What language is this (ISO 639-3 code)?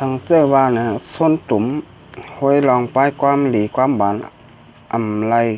shn